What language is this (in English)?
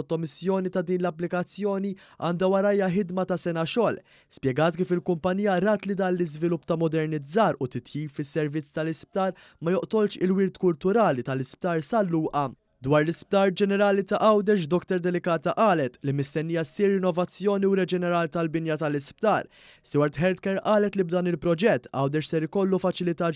Maltese